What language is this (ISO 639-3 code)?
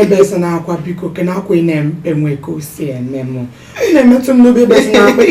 ibo